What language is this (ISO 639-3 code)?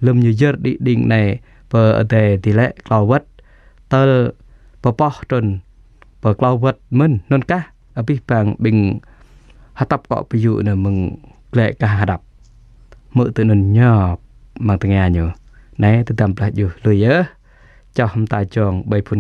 jra